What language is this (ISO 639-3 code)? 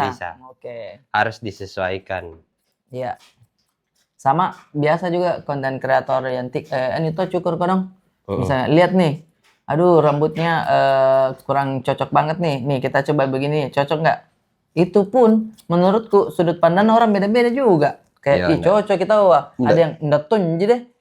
mfp